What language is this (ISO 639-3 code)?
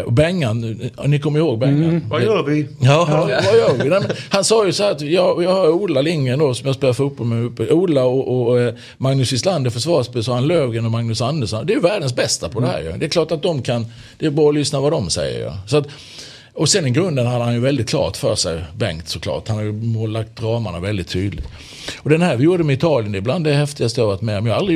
swe